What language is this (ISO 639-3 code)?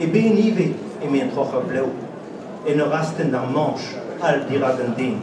bre